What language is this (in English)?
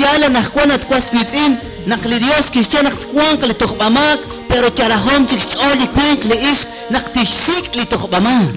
Kekchí